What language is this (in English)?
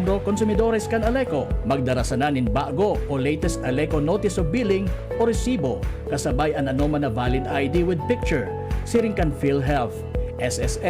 Bikol